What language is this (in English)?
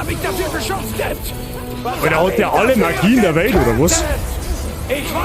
Bavarian